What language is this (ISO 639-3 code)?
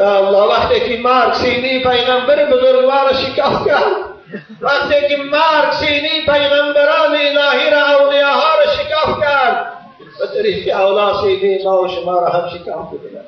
tgk